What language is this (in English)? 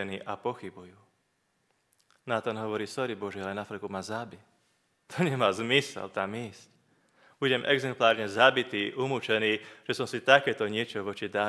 Slovak